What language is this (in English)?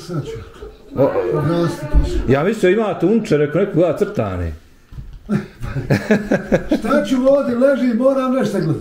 Bosnian